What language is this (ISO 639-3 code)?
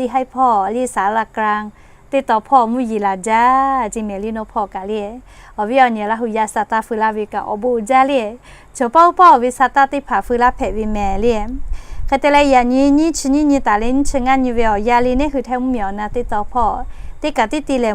lhu